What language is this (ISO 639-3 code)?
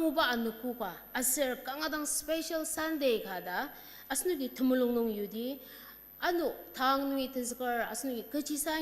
njo